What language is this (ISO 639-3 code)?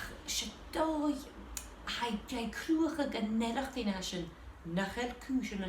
gla